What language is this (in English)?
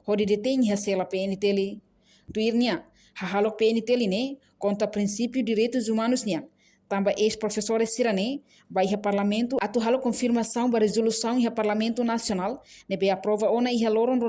Tetum